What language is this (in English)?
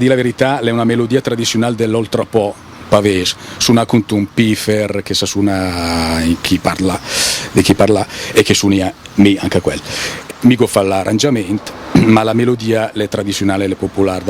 Lombard